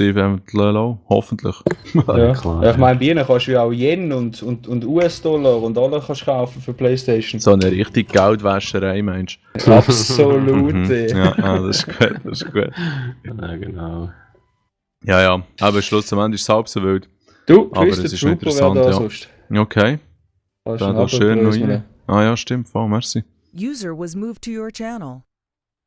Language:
Swiss German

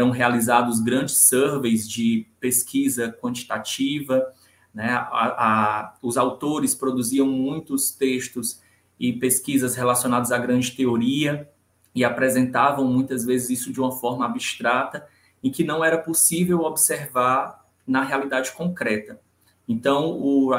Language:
Portuguese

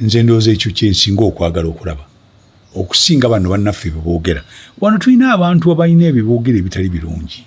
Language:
Ganda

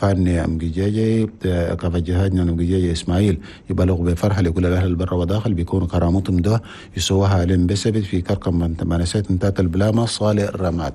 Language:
Chadian Arabic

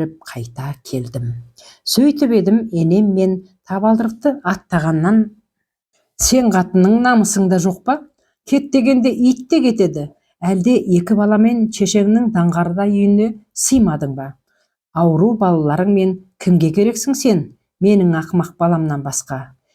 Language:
Kazakh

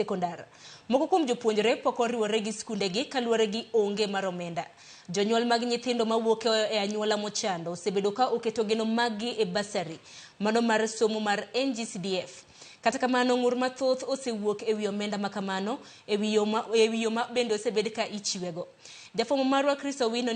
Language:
Luo (Kenya and Tanzania)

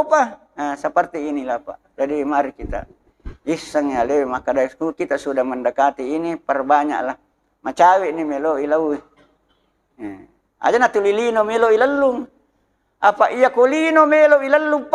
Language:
Buginese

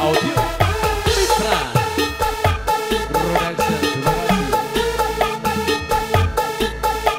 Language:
Indonesian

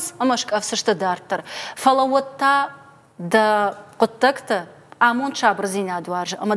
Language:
Ossetic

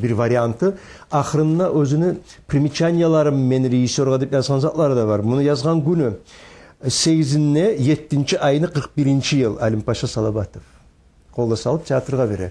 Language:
Kumyk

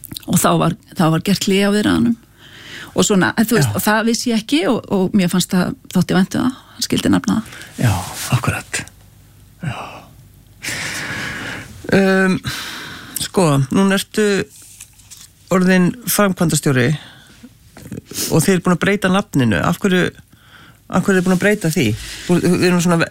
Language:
Icelandic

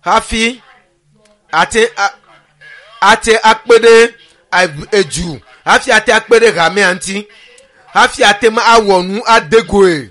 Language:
Ewe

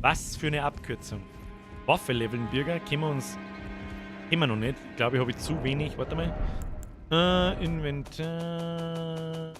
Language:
Bavarian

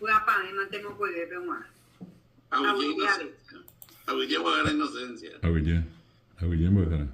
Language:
Guarani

